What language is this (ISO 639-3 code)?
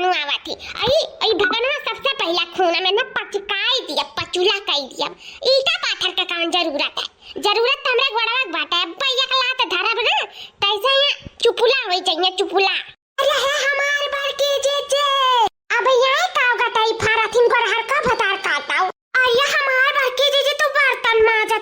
awa